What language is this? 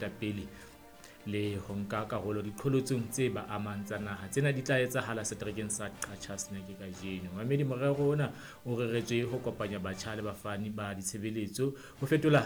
Southern Sotho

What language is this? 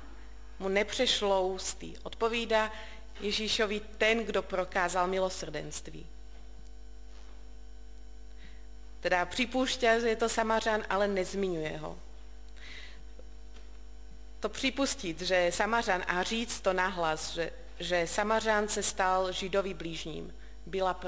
Czech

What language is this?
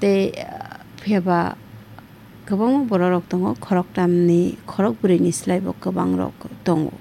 Kok Borok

